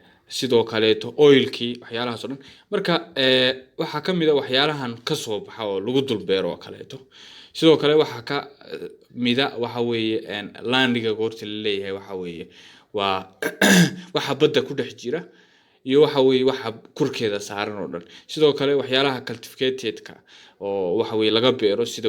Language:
Somali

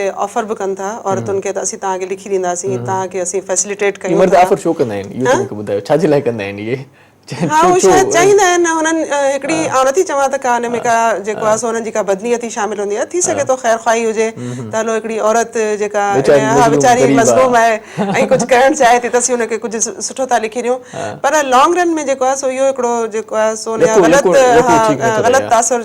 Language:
Sindhi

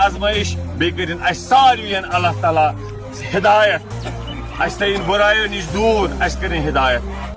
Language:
Kashmiri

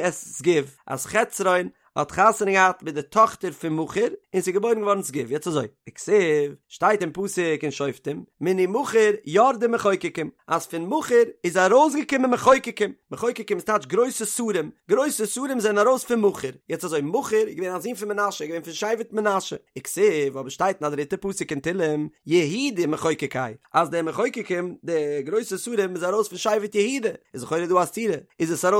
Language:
Yiddish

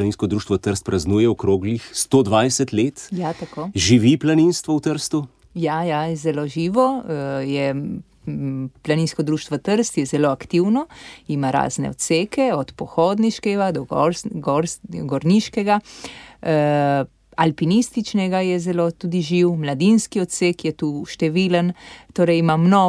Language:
Slovenian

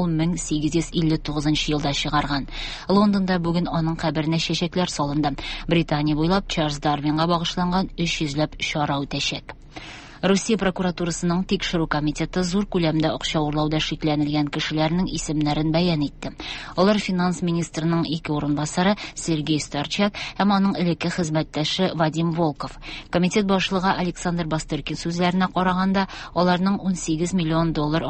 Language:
Tatar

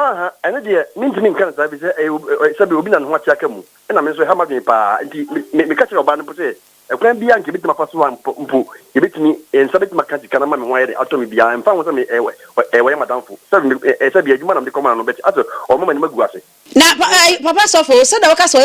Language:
Akan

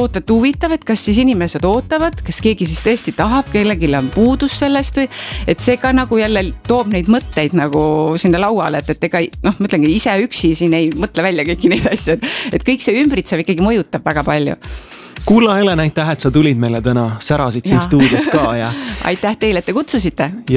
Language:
Estonian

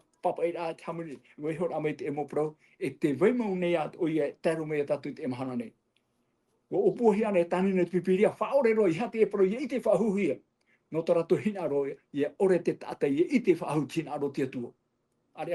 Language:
Tahitian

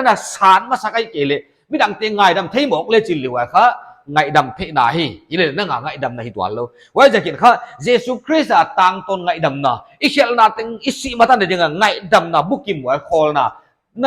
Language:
Paite Chin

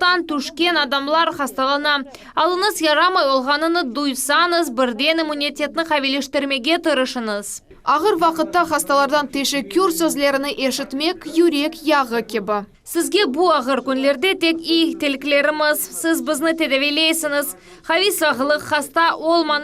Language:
Crimean Tatar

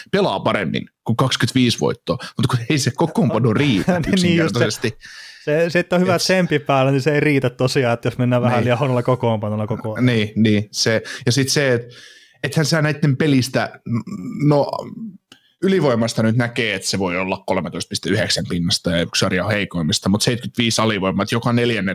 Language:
Finnish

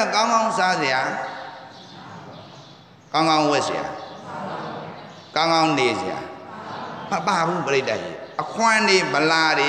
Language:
Burmese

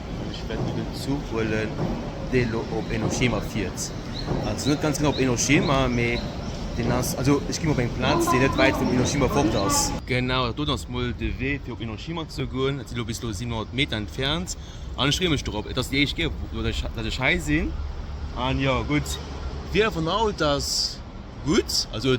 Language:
Luxembourgish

